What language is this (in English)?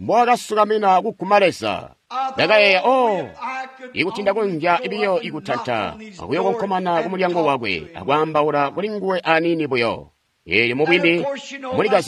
Tonga (Zambia)